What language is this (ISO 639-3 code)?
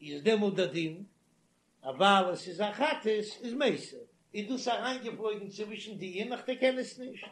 yid